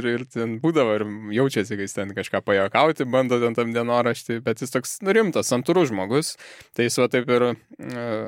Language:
Lithuanian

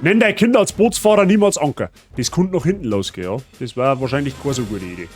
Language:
Bavarian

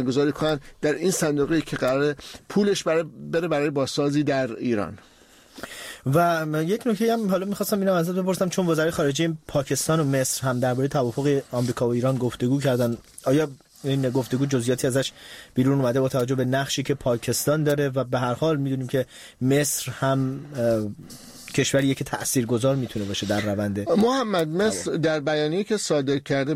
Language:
Persian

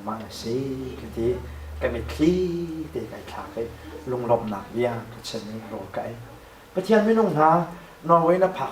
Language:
Hakha Chin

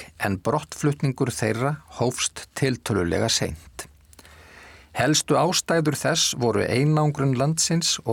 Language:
Icelandic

